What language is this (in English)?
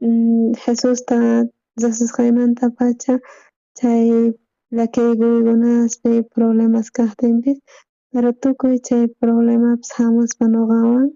South Bolivian Quechua